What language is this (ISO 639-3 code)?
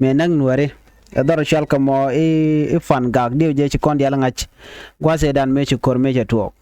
nus